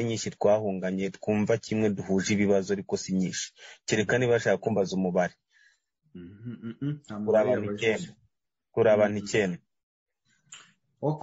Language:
Kinyarwanda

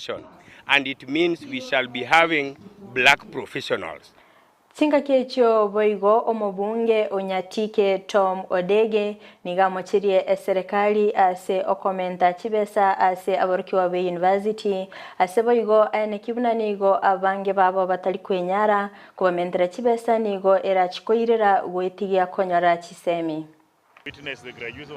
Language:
Gusii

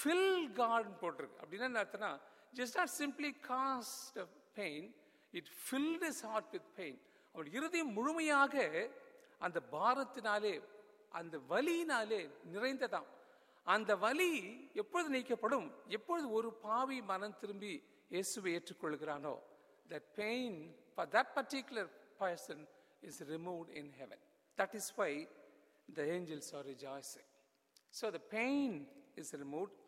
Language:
Tamil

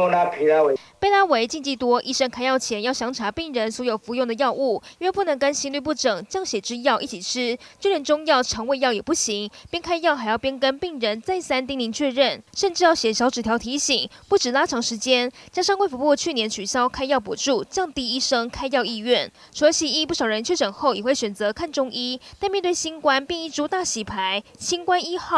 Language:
Chinese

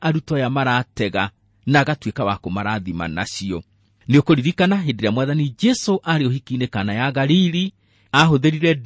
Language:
Kikuyu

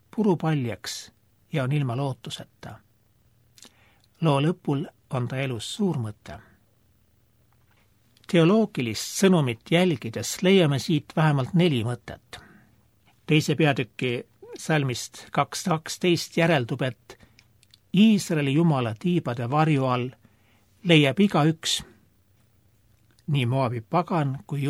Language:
Estonian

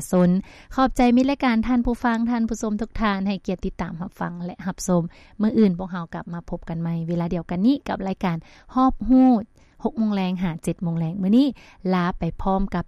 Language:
Lao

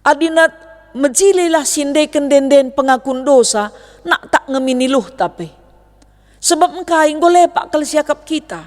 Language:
Batak Karo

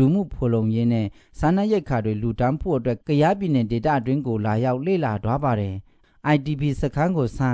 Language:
Burmese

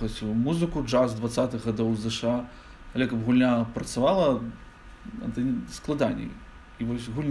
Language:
Belarusian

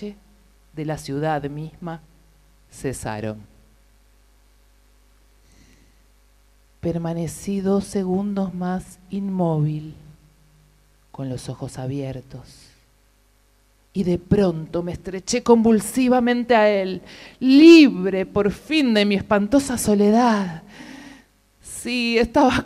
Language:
Spanish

